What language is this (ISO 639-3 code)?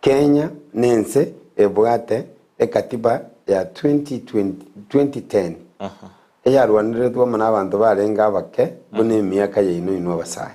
guz